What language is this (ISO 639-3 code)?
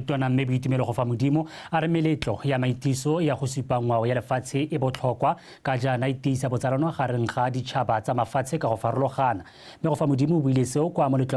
tsn